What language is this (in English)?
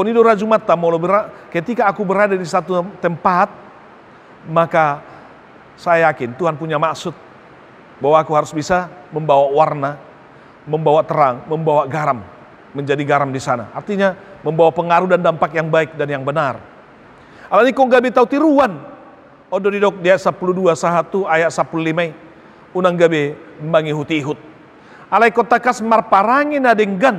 Batak Toba